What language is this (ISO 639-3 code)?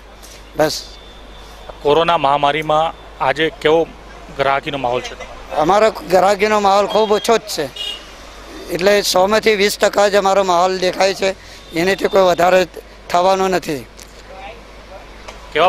guj